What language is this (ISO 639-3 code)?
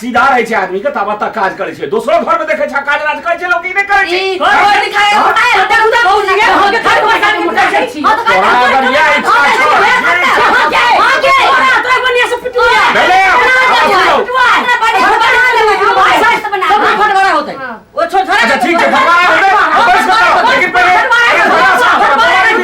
mai